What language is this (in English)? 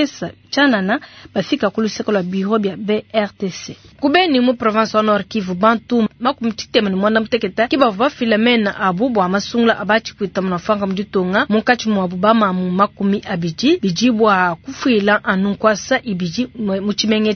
Luba-Lulua